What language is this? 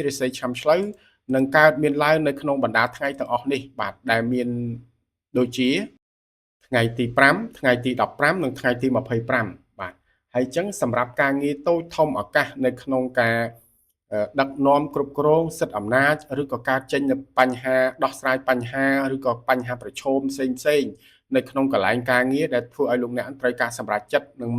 Khmer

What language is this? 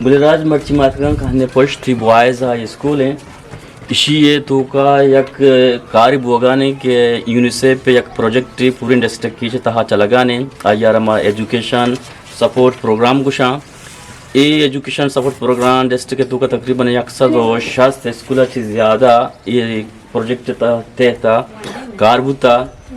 Eastern Balochi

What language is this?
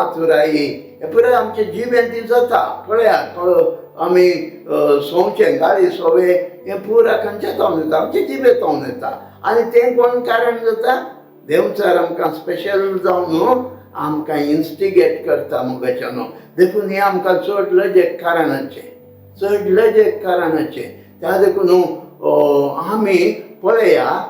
Konkani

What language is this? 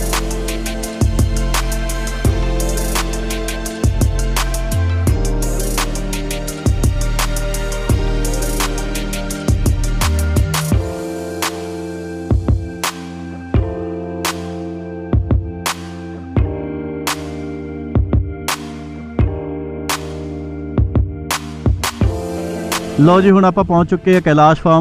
Punjabi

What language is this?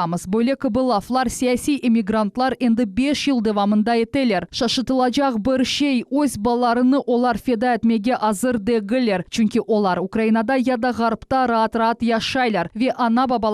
Crimean Tatar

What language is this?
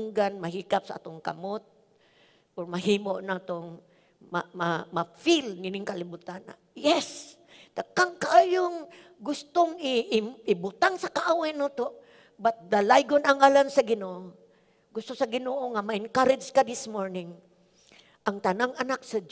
Cebuano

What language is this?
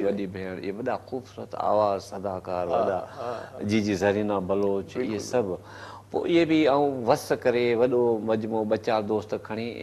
Sindhi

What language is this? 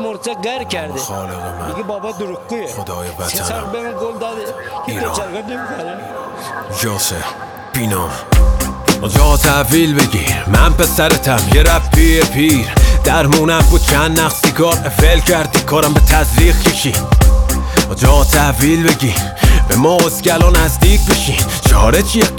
Persian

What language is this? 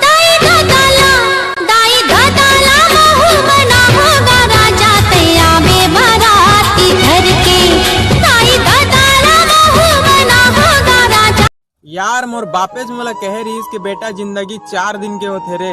Chhattisgarhi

